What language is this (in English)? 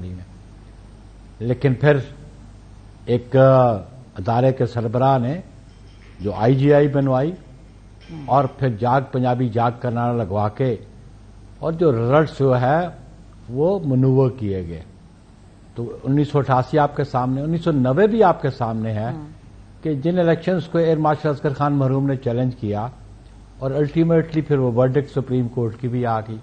Urdu